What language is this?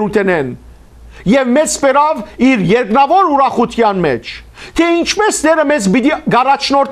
Western Armenian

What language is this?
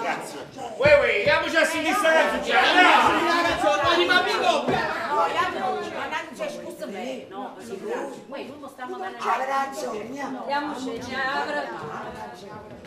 Neapolitan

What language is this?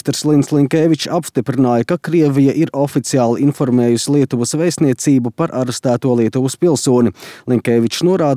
Latvian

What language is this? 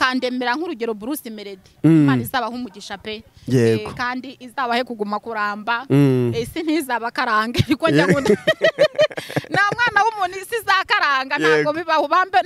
Kinyarwanda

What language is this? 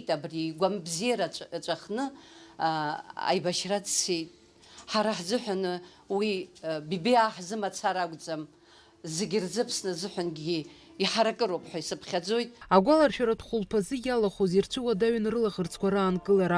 Abkhazian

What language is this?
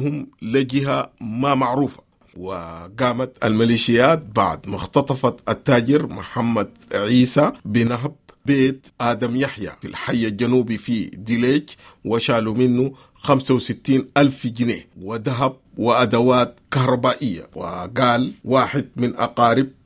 Sudanese Arabic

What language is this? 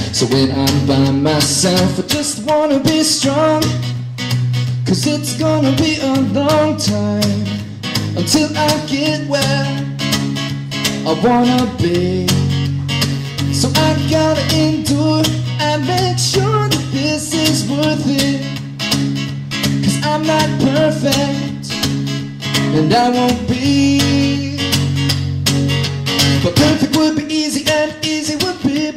English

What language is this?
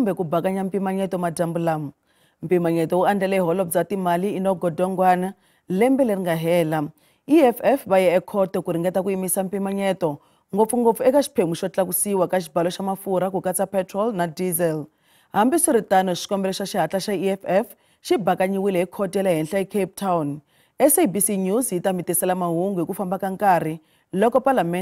Tsonga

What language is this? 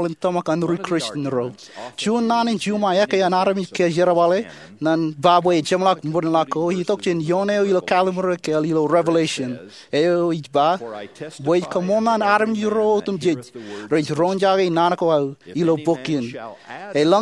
Marshallese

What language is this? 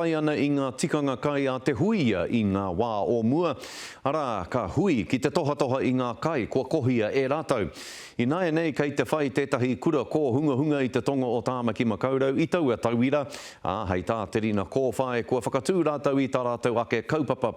Māori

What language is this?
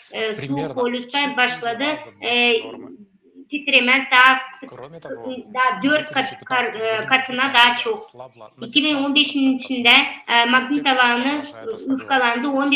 Gagauz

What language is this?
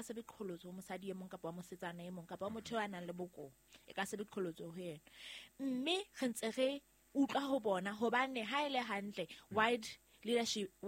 Southern Sotho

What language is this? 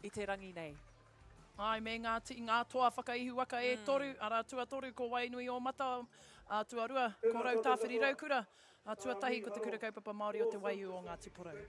Māori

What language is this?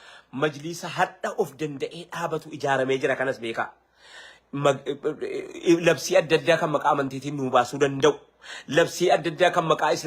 Oromo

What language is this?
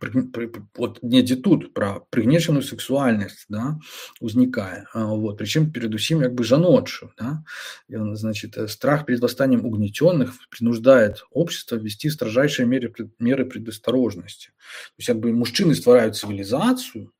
Belarusian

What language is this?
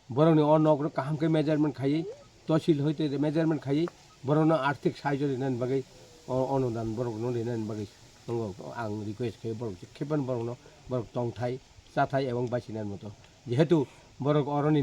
Kok Borok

